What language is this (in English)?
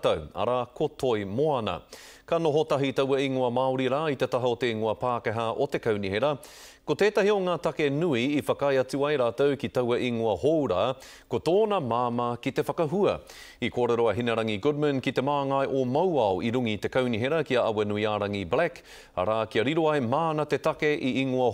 Māori